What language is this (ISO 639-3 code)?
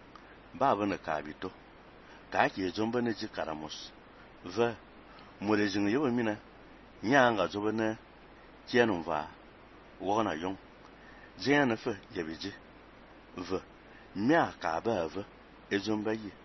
fan